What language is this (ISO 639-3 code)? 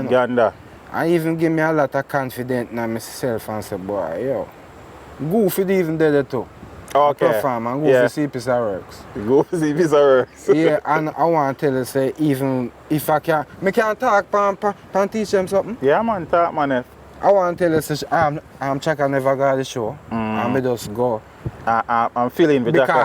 jam